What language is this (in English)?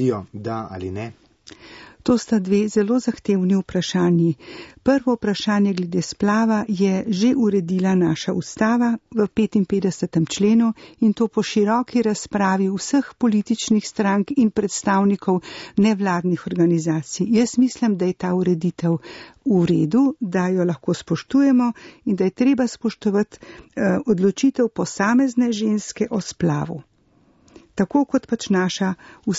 Slovenian